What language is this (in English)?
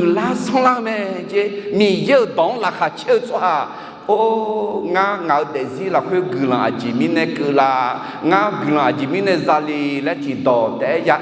Akha